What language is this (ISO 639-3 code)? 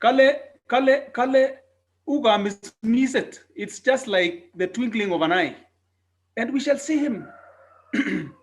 kln